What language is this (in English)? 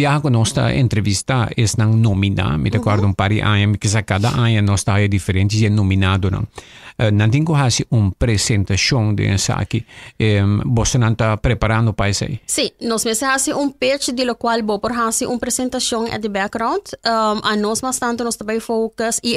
Papiamento